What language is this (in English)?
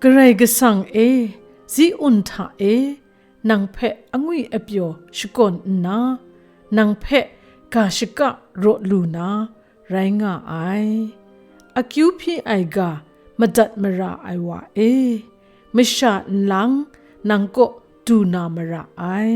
Kachin